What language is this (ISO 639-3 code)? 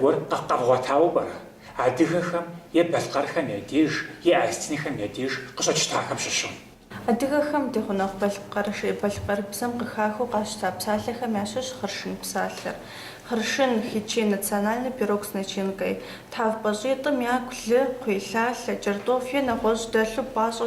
kbd